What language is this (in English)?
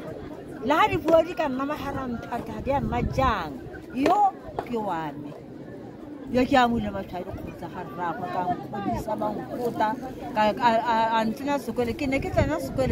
Tswana